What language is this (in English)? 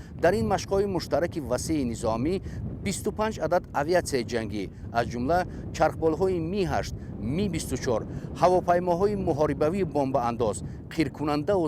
Tajik